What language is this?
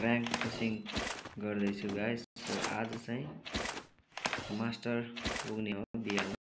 Nepali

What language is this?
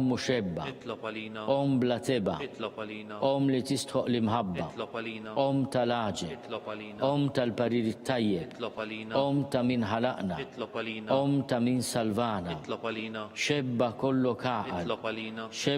Maltese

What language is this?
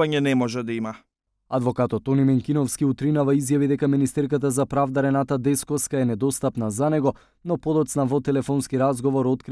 Macedonian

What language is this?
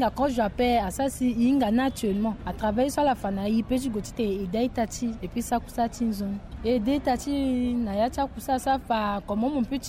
Sango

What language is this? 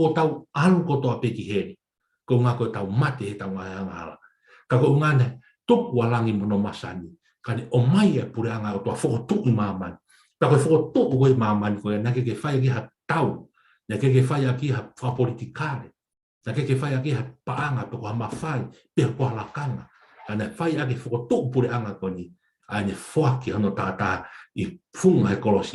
Tongan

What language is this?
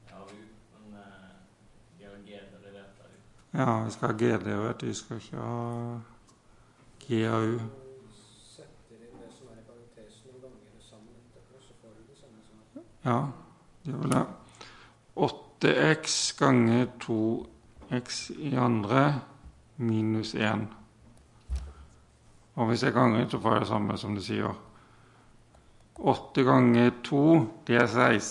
Norwegian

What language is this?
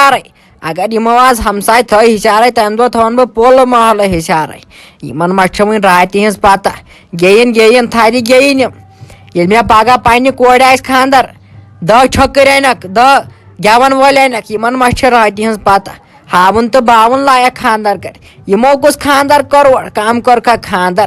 Kashmiri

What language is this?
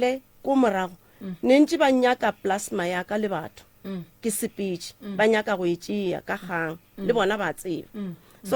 Northern Sotho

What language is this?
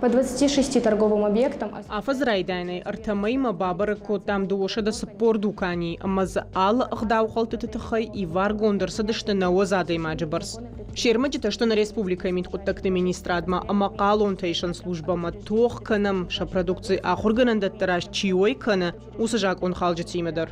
Ossetic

